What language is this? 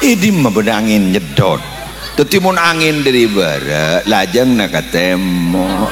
Madurese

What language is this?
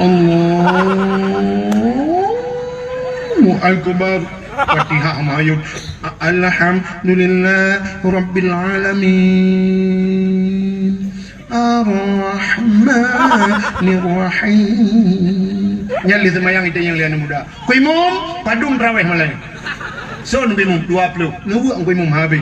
Achinese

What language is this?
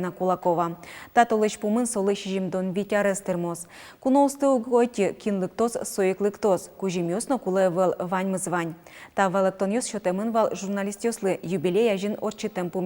Udmurt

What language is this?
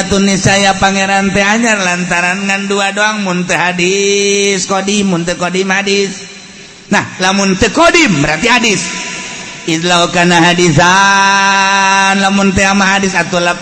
Sundanese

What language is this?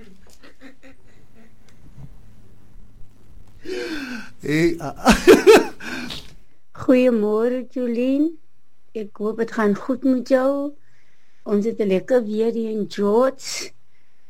Afrikaans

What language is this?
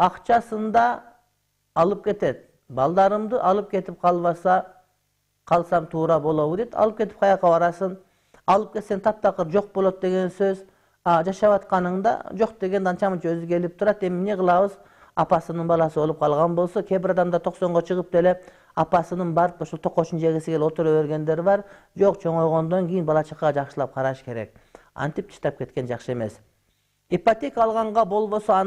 Kyrgyz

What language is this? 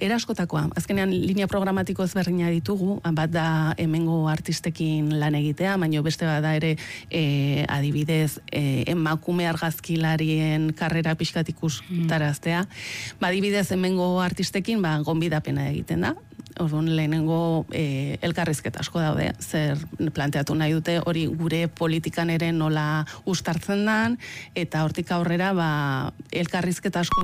Basque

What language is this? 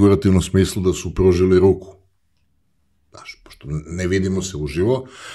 Croatian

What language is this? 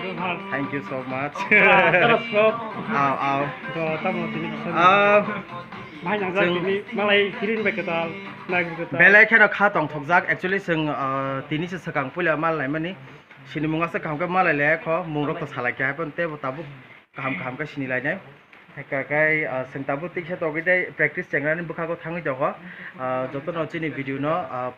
Kok Borok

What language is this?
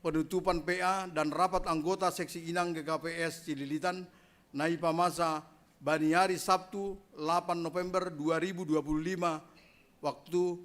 Batak Simalungun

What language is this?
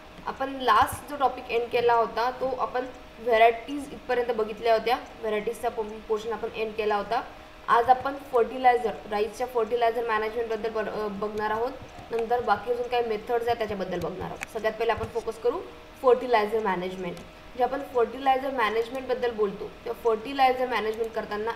Marathi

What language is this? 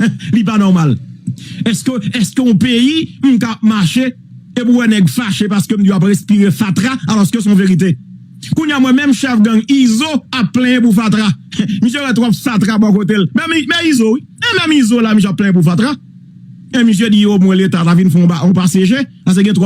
Haitian Creole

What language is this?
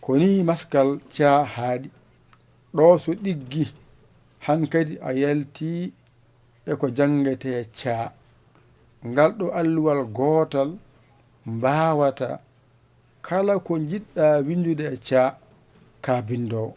Fula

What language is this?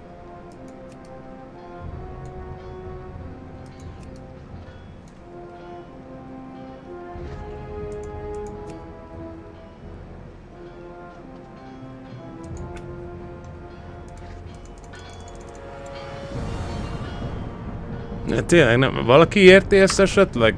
Hungarian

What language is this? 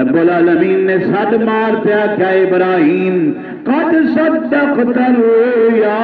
Saraiki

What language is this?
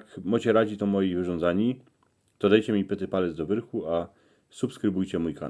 Silesian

